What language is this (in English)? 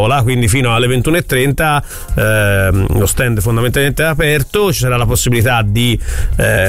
Italian